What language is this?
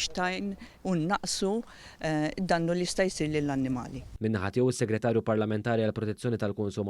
Maltese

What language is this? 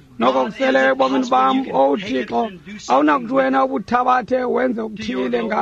Xhosa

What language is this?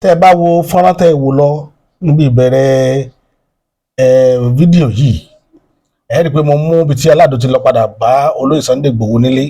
Yoruba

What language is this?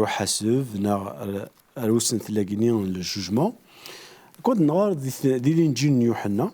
Kabyle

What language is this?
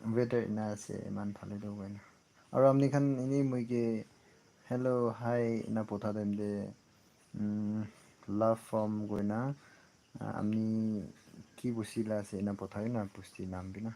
Naga Pidgin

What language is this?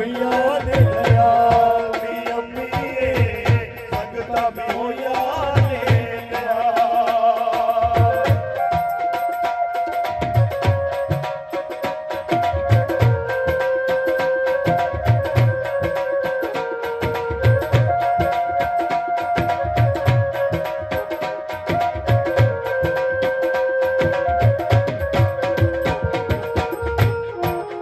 Punjabi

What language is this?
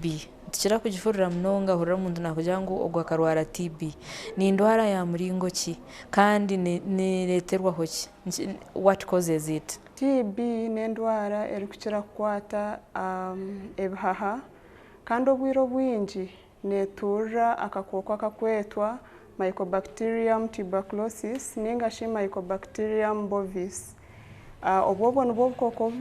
Nyankole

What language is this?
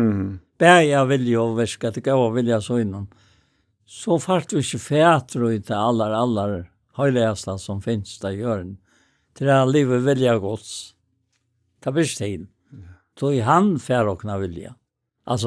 Faroese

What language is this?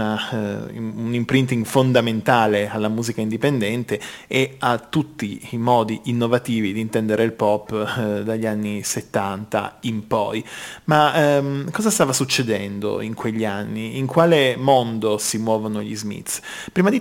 Italian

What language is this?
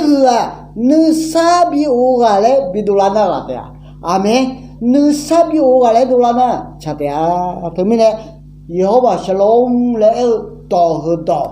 Akha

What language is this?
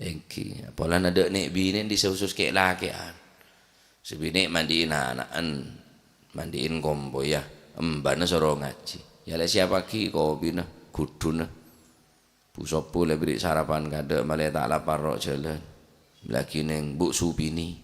Madurese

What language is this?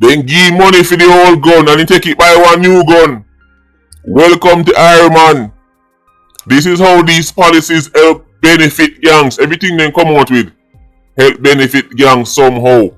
Jamaican Creole English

